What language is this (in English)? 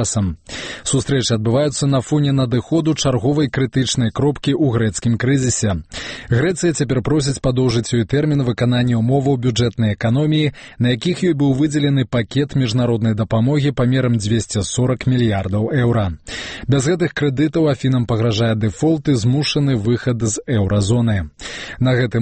Belarusian